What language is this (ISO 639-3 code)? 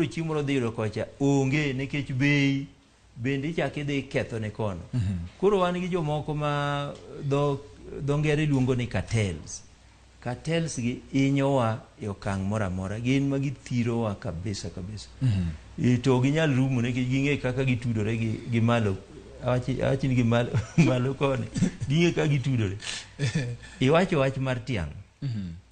luo